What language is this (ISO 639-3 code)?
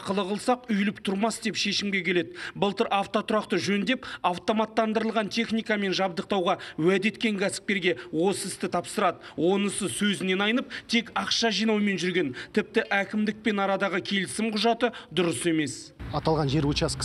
kaz